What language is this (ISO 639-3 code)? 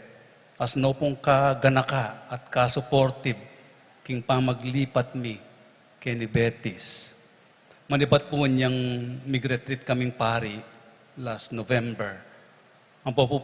pam